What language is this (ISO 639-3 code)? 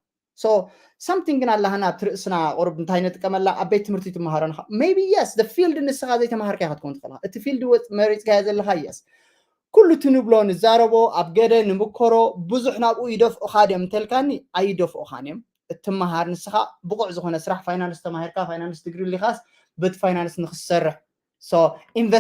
tir